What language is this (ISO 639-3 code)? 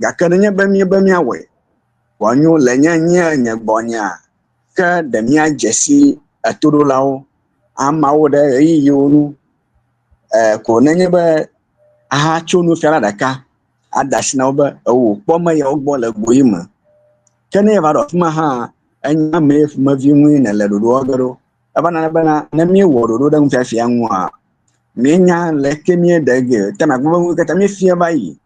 ewe